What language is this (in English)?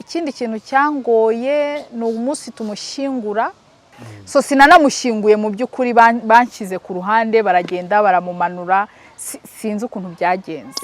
Kinyarwanda